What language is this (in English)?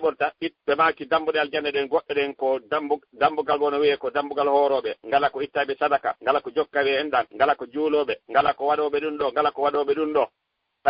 Fula